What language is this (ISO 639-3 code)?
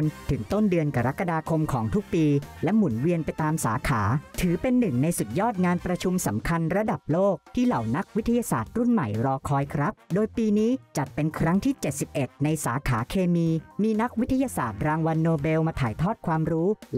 tha